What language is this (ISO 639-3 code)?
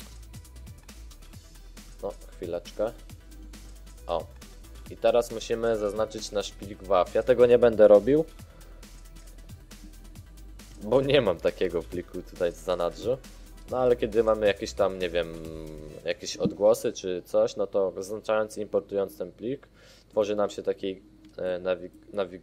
pol